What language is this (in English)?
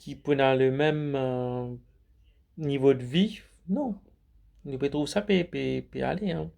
Morisyen